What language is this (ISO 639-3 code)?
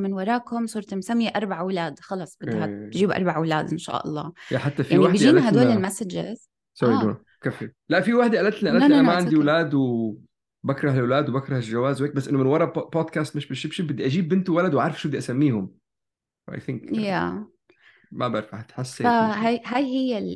apc